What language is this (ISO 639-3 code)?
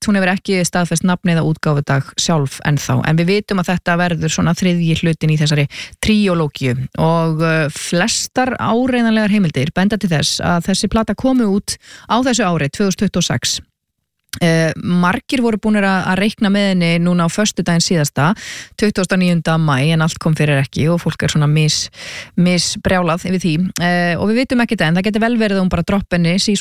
isl